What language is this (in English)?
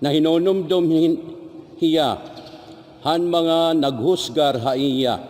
Waray